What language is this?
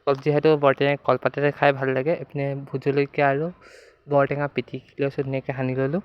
Assamese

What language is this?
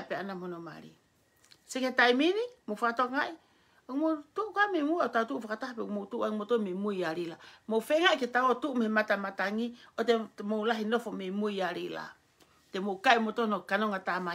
Tongan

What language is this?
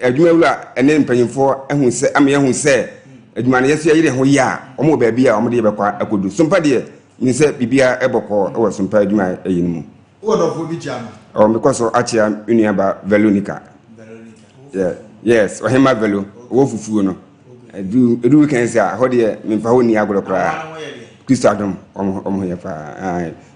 Akan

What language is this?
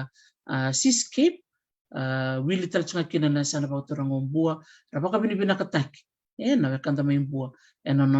Fijian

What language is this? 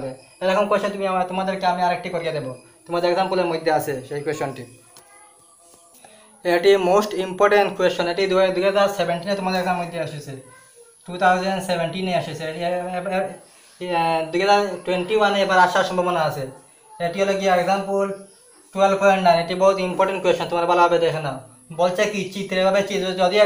Bangla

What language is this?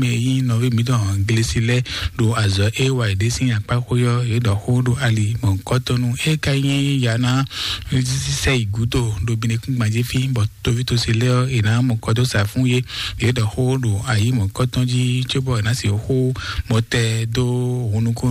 Fon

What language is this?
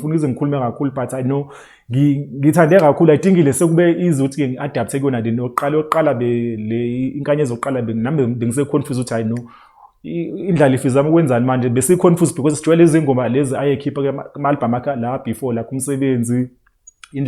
Zulu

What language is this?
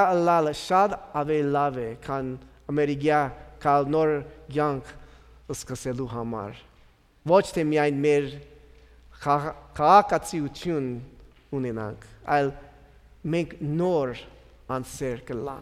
Armenian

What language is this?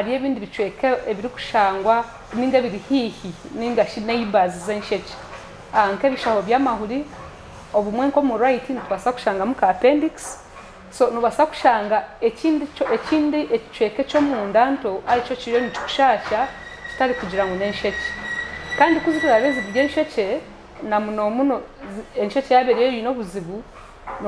Nyankole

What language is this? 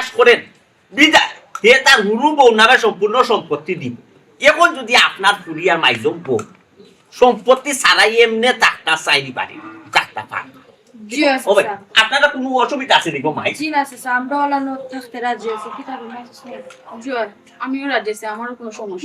Sylheti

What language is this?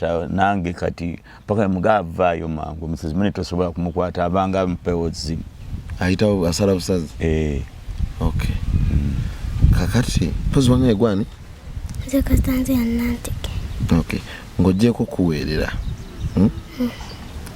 Ganda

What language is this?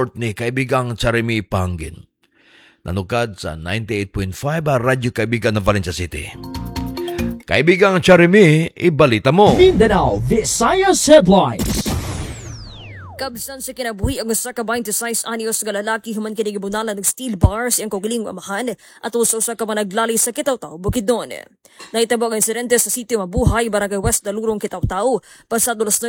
Cebuano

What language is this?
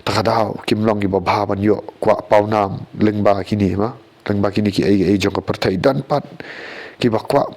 Khasi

